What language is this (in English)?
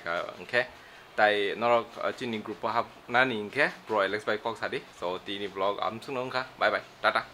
Kok Borok